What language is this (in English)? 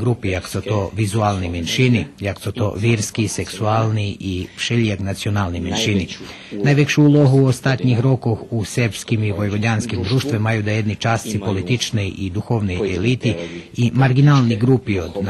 Rusyn